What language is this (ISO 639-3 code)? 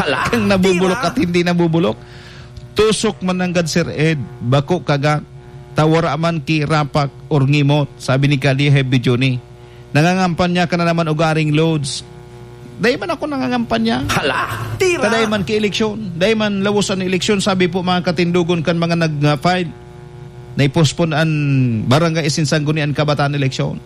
bik